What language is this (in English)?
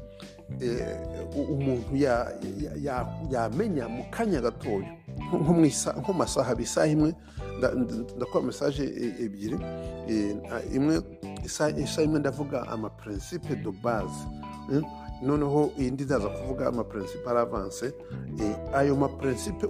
Kinyarwanda